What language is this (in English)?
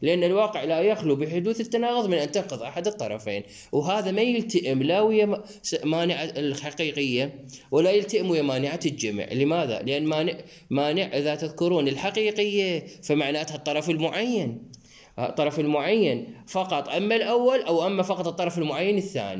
Mesopotamian Arabic